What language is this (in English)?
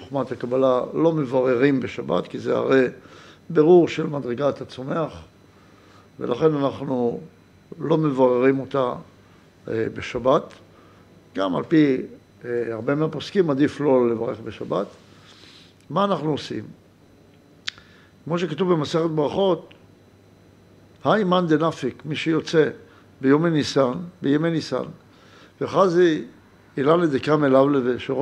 Hebrew